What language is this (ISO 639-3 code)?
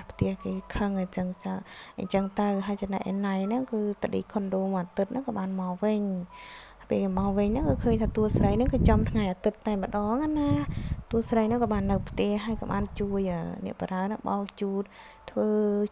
khm